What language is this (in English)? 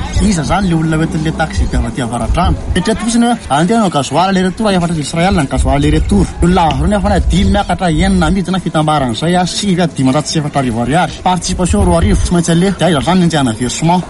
Malagasy